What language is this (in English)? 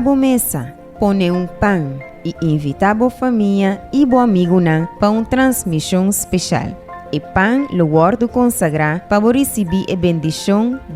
Papiamento